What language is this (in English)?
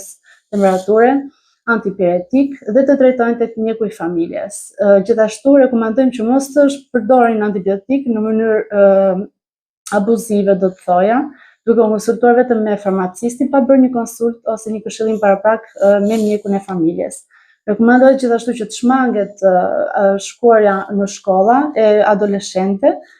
Albanian